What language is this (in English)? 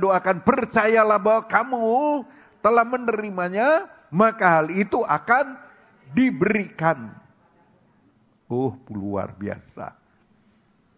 Indonesian